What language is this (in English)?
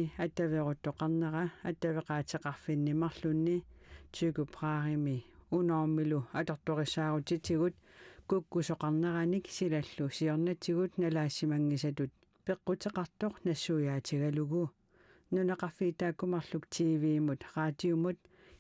Kalaallisut